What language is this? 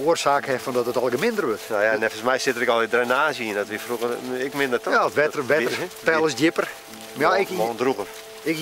Western Frisian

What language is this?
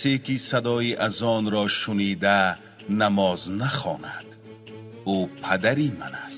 Tajik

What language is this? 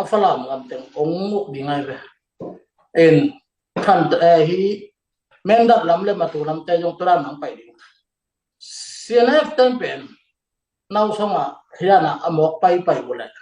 Tedim Chin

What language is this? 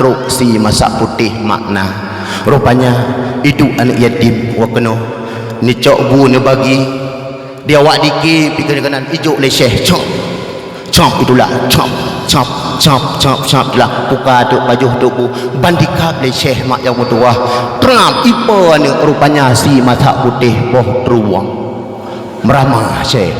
Achinese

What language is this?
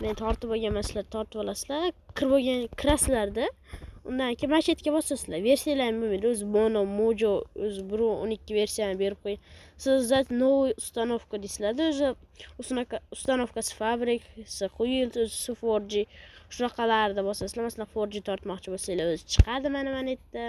Uzbek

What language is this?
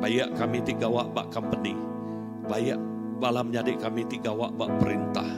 Iban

